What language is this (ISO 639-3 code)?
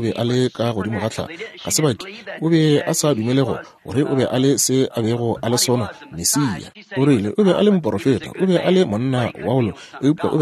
nso